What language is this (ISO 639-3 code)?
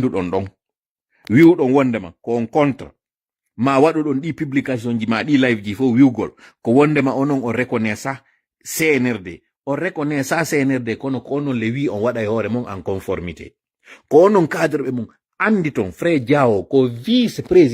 fuf